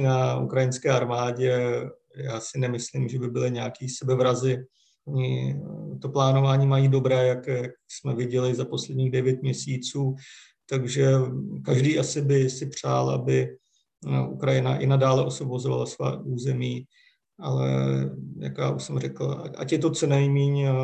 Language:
Czech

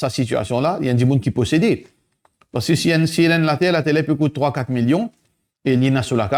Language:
Morisyen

